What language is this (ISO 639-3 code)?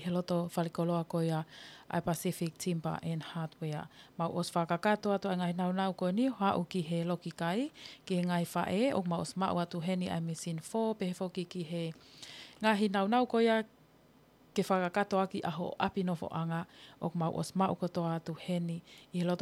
ton